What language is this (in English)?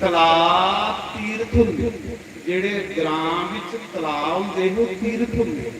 Dogri